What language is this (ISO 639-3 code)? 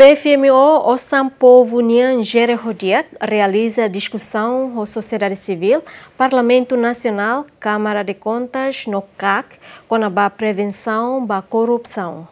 tet